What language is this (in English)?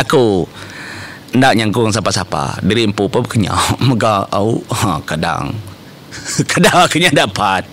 Iban